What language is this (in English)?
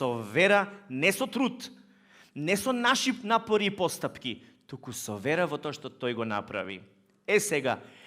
Macedonian